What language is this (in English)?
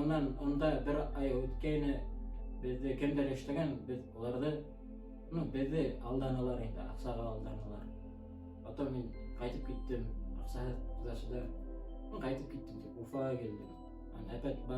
Bashkir